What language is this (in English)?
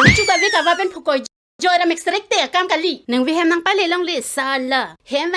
Karbi